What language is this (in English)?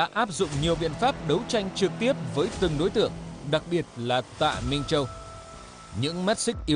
Vietnamese